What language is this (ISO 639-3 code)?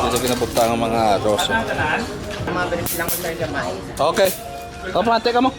hil